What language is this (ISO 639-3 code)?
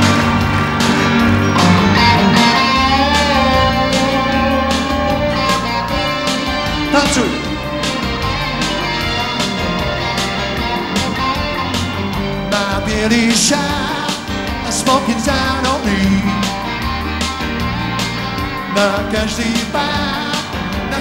slk